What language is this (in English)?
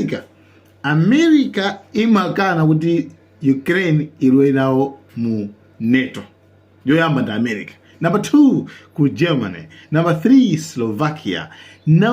Nyanja